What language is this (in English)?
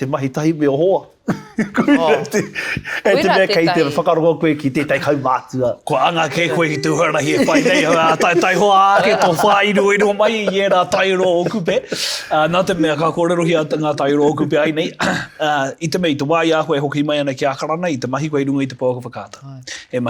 Māori